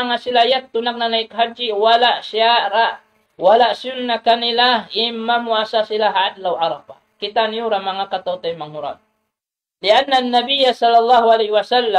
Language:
Tausug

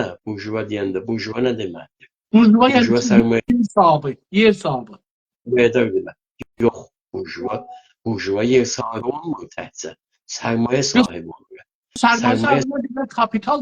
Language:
South Azerbaijani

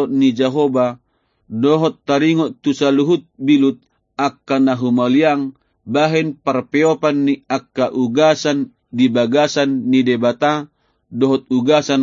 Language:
Batak Toba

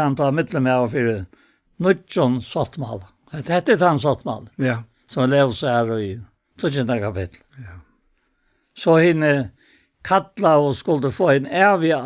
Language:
Faroese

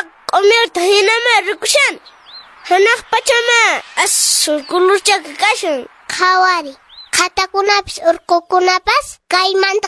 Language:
Quechua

